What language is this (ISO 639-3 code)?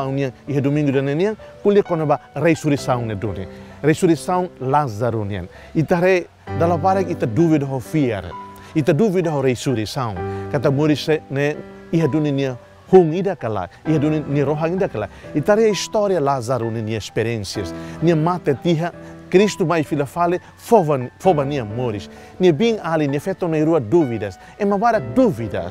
tet